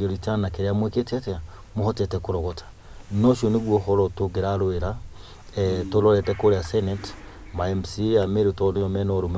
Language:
Kikuyu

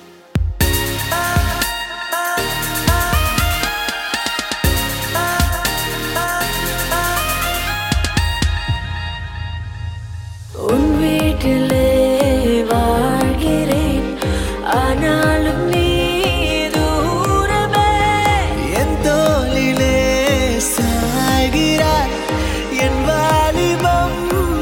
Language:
Tamil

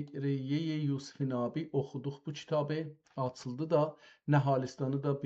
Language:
South Azerbaijani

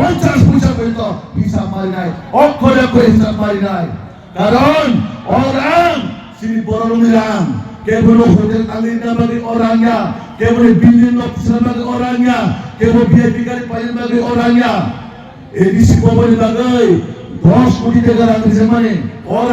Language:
Kok Borok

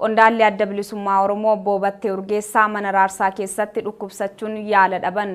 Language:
Oromo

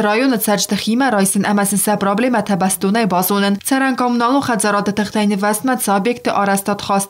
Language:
Ossetic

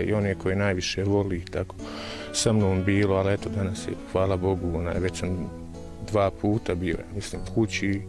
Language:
Bosnian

